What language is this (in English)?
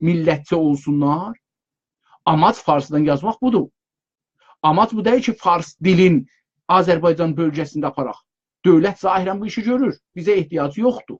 South Azerbaijani